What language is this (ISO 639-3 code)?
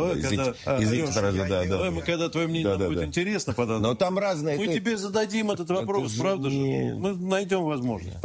rus